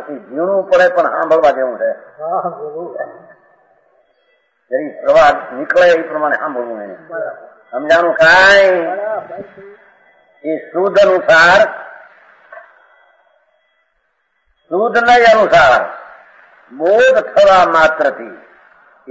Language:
Gujarati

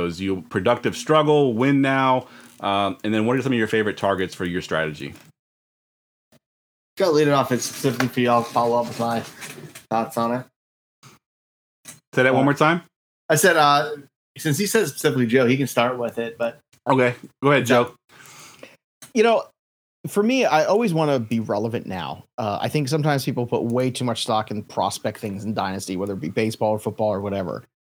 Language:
English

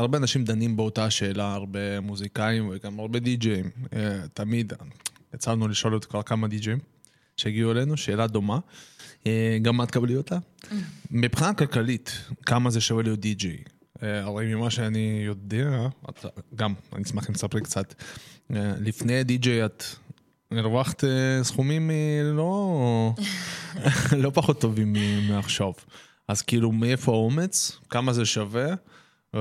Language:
Hebrew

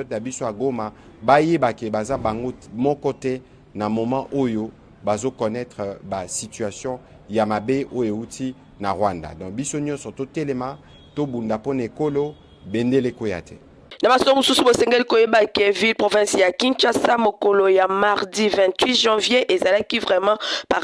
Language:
Lingala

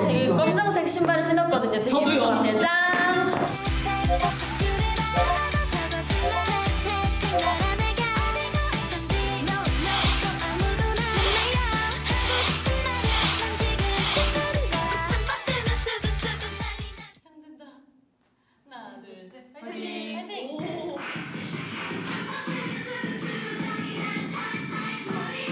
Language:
Korean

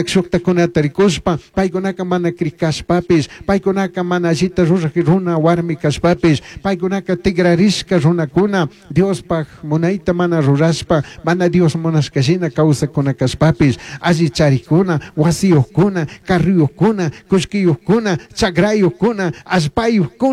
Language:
Chimborazo Highland Quichua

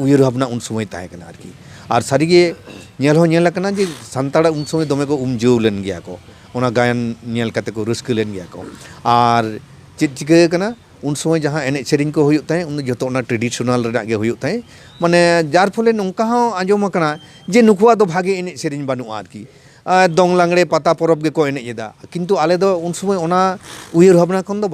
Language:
Santali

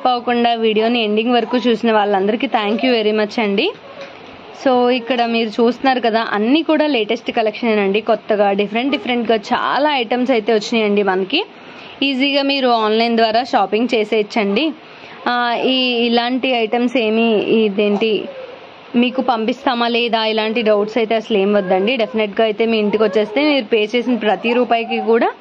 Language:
Telugu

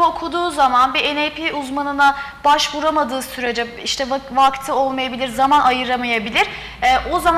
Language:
Turkish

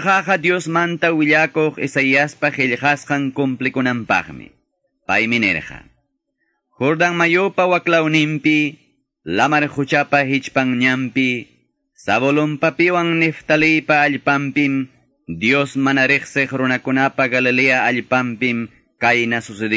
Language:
Quechua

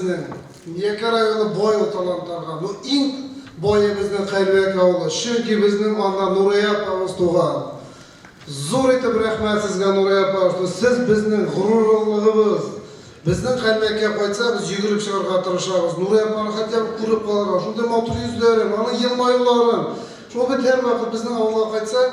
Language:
Bashkir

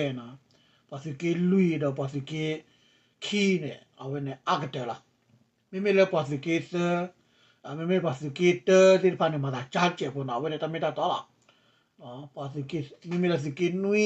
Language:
S'gaw Karen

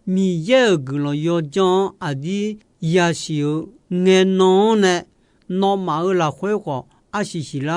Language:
Akha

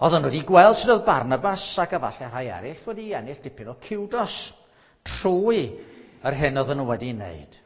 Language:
Welsh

